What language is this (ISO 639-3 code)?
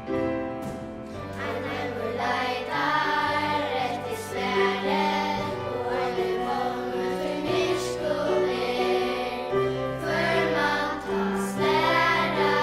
fao